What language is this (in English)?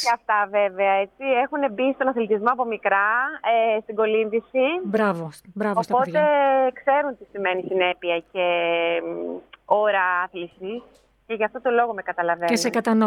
Greek